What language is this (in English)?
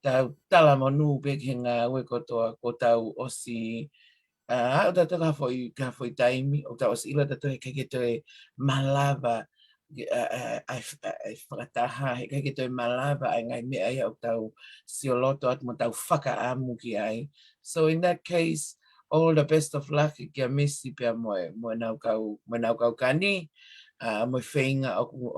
Tongan